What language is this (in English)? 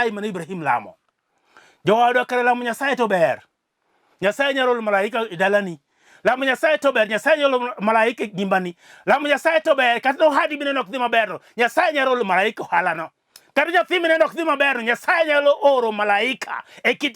Luo (Kenya and Tanzania)